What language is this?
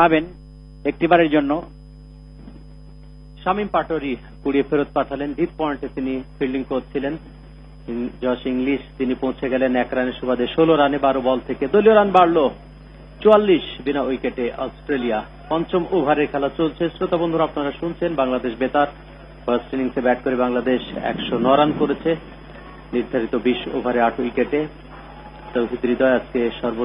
Bangla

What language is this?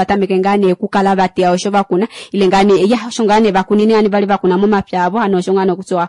Kuanyama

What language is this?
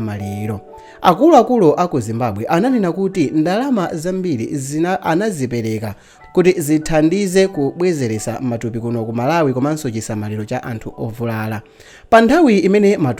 Nyanja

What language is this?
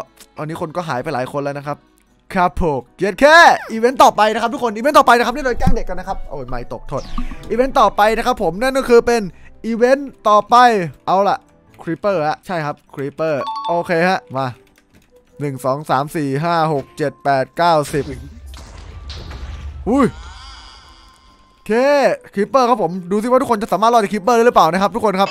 Thai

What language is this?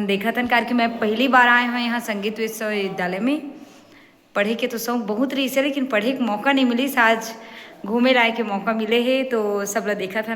Chhattisgarhi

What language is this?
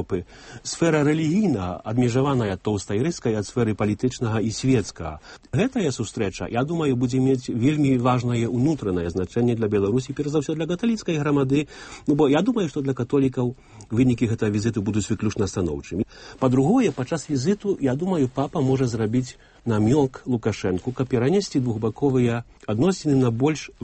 Belarusian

